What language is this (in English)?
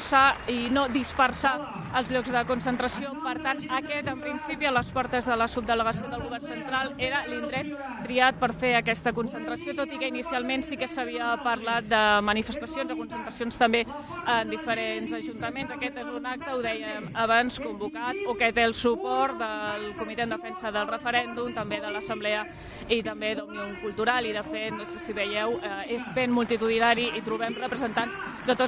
Catalan